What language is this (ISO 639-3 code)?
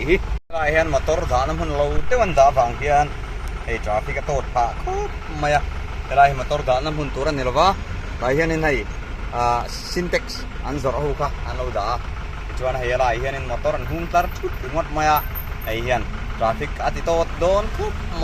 lus